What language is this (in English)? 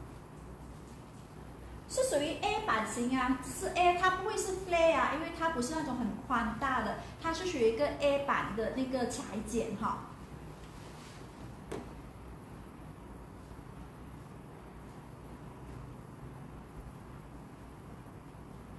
Chinese